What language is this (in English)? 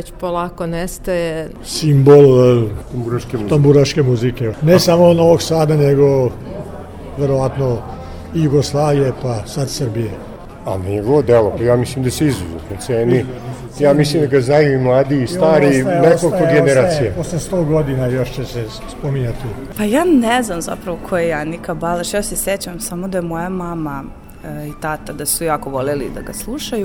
Serbian